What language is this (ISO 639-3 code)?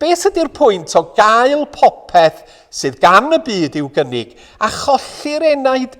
cym